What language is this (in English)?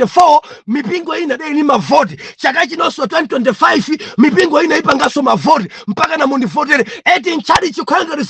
Nyanja